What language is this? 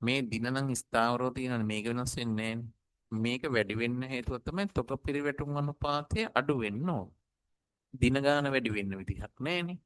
Sinhala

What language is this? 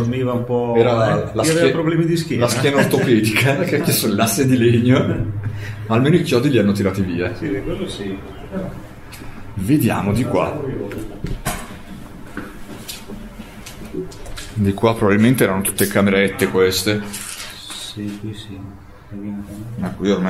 Italian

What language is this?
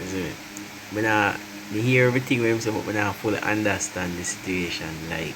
Jamaican Creole English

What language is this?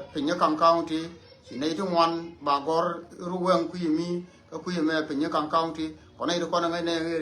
Nuer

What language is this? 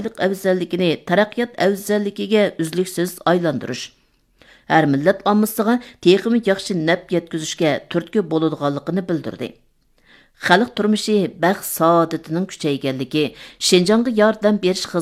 Uyghur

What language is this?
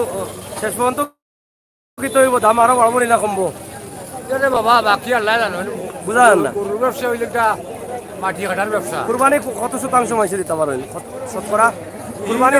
Sylheti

